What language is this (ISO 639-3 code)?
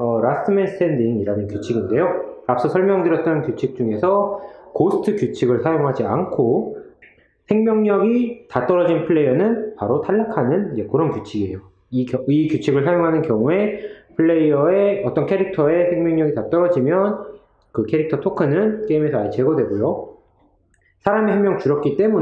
kor